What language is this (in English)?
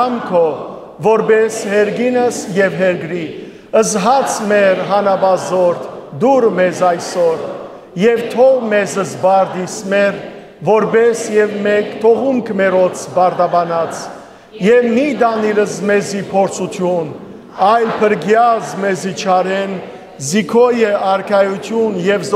Western Armenian